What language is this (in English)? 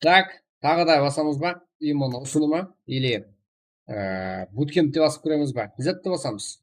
Kara-Kalpak